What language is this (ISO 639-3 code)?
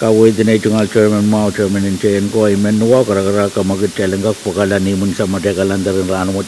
pon